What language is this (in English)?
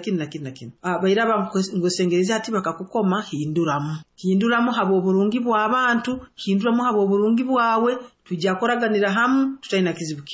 Nyoro